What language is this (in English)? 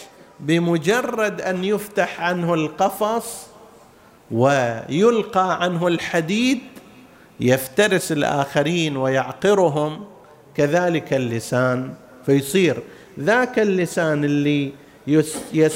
Arabic